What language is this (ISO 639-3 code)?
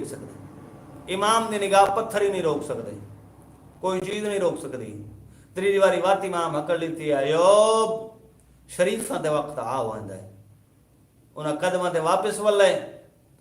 skr